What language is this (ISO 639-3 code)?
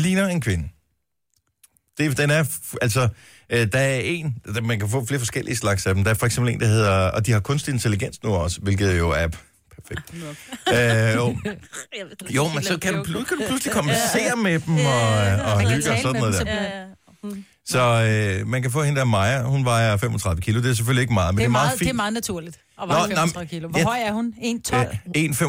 dan